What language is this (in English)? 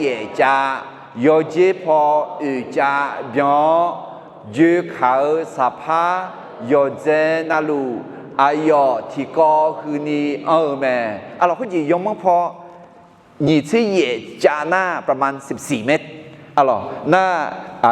Akha